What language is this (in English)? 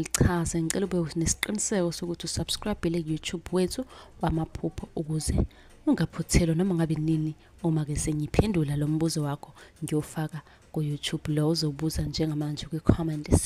Zulu